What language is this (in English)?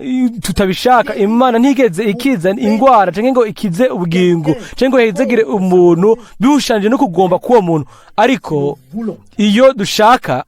Rundi